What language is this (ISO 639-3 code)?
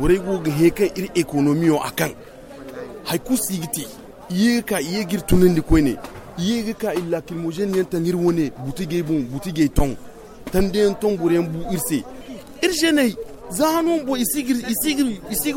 dje